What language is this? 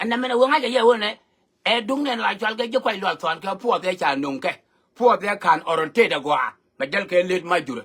Nuer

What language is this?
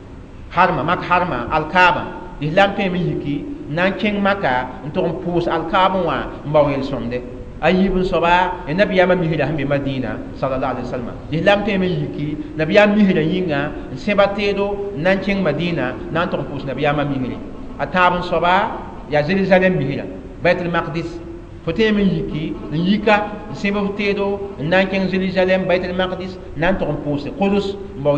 Mossi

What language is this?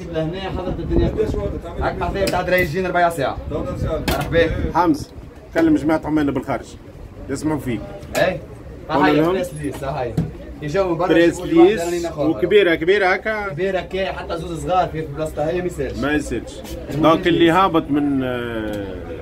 Tunisian Arabic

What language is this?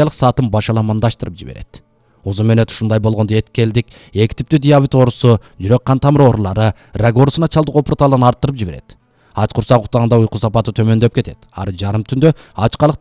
Kyrgyz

